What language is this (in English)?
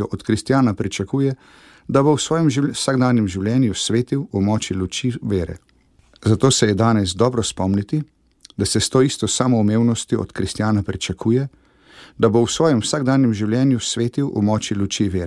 Slovenian